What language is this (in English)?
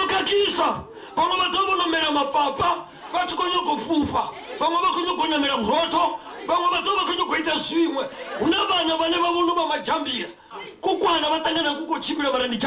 Venda